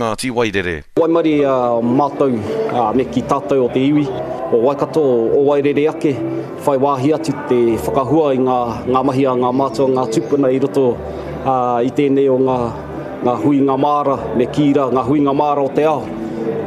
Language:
Māori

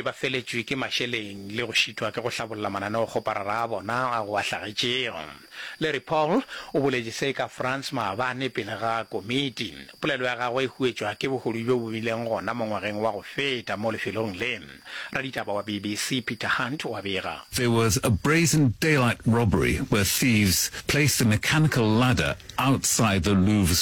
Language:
Northern Sotho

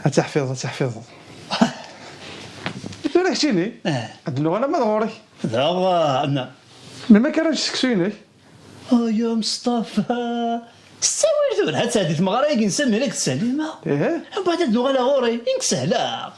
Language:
Kabyle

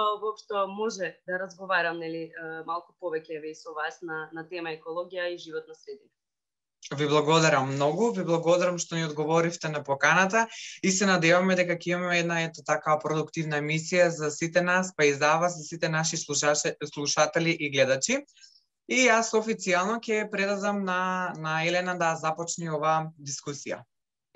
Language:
Macedonian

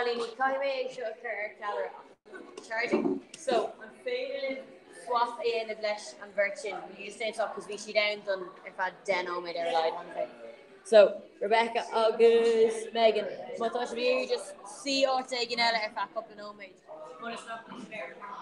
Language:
Irish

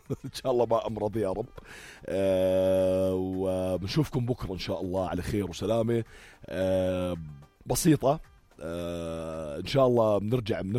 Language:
North Levantine Arabic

